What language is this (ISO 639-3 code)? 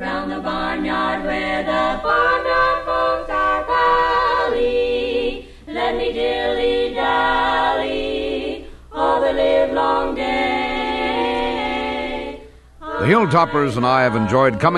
eng